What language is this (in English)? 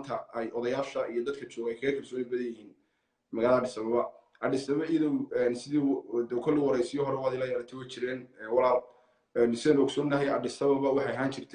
Somali